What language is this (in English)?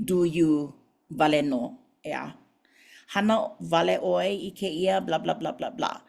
Hawaiian